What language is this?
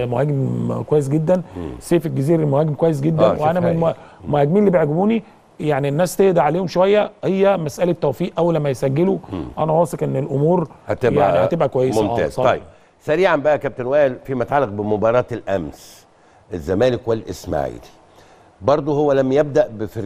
Egyptian Arabic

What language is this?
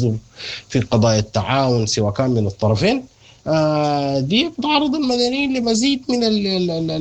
Sudanese Arabic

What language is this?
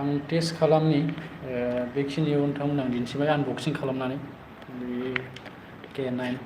Bodo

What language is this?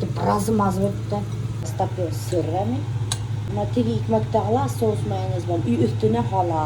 Bashkir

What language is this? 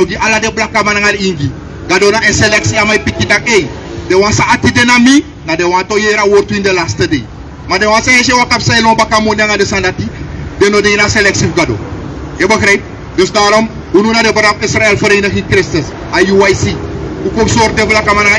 Sranan Tongo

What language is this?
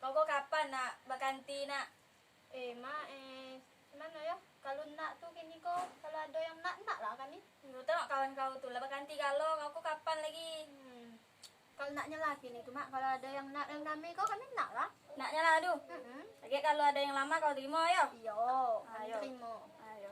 Minangkabau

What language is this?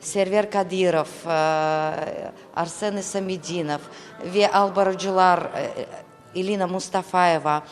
Crimean Tatar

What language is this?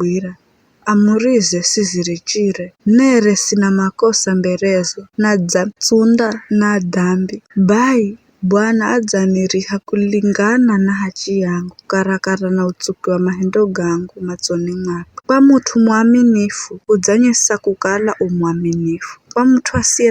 Giryama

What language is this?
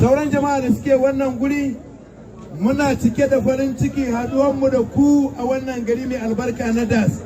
Hausa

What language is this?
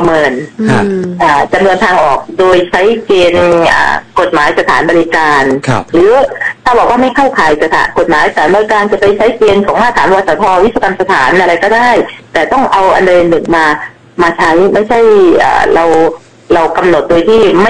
Thai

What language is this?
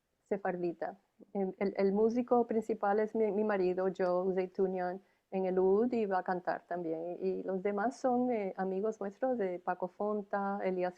Ladino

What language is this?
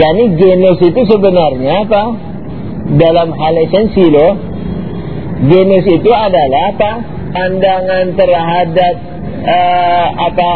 Indonesian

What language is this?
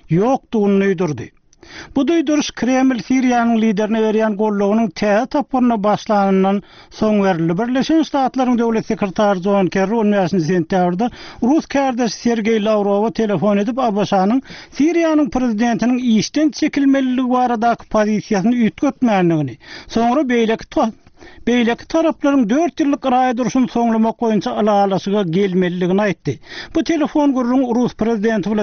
Turkmen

